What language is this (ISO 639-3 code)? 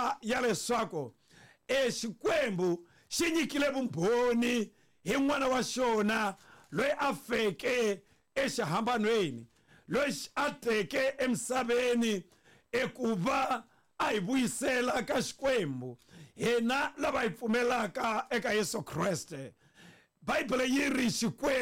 tso